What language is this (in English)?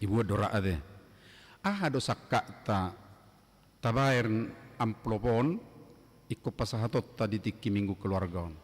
Batak Toba